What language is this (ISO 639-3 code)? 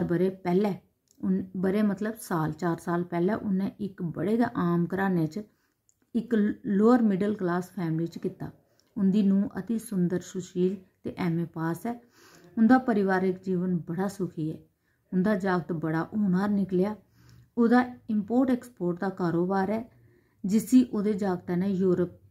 doi